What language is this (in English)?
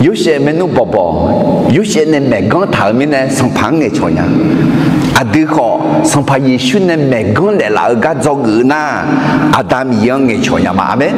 Akha